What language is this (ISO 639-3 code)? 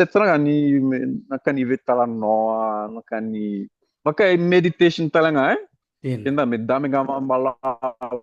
fij